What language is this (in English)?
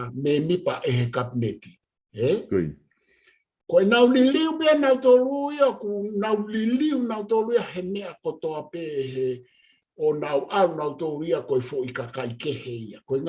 Tongan